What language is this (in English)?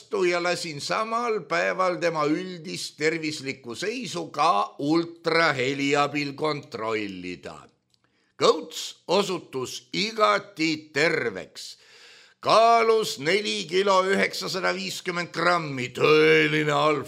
Estonian